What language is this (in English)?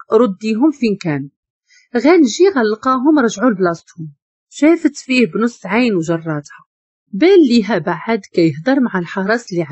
Moroccan Arabic